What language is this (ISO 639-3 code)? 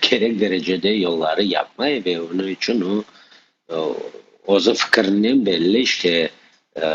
crh